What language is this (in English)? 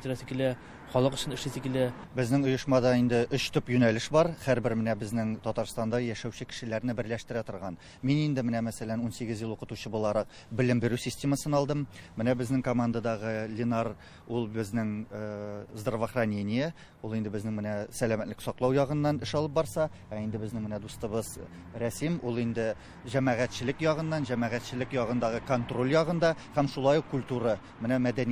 Tatar